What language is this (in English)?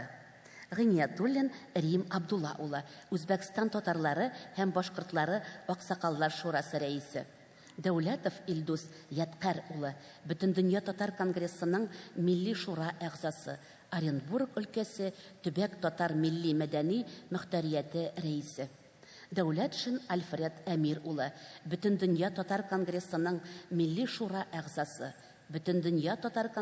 Tatar